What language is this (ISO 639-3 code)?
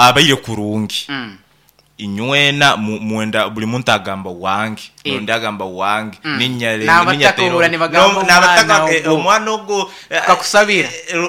nyo